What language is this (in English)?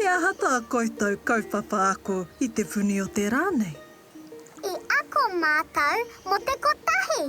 Māori